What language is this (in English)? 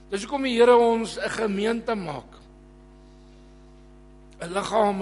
Afrikaans